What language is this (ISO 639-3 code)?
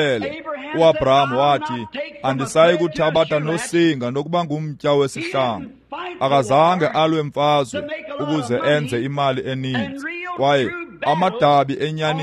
xho